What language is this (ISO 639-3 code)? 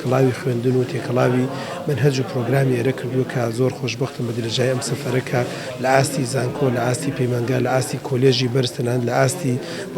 ckb